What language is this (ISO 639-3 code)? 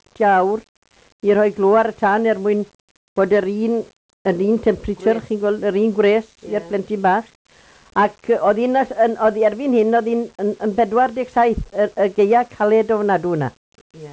cym